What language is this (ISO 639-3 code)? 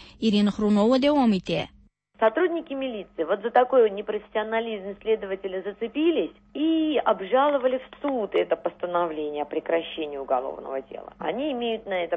tat